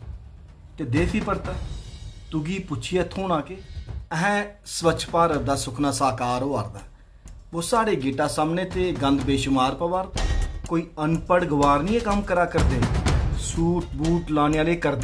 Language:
Dogri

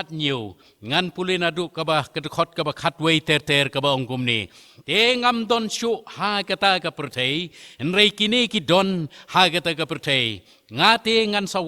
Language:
Khasi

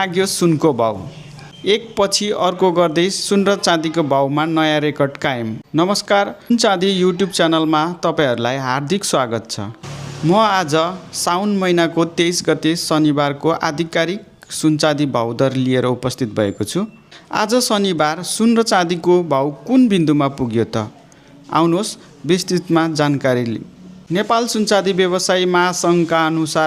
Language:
Nepali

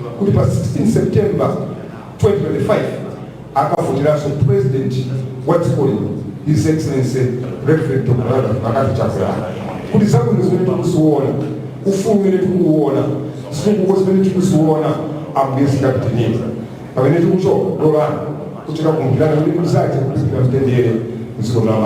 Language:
Nyanja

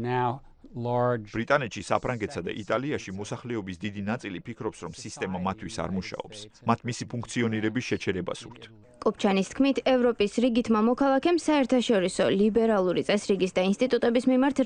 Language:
Georgian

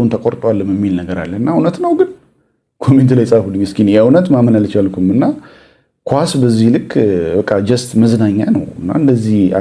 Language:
Amharic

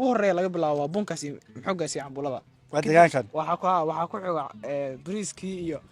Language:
Somali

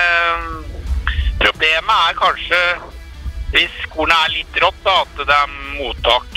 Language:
Norwegian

